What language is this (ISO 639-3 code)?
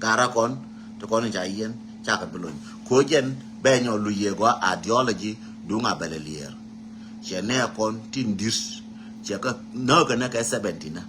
nus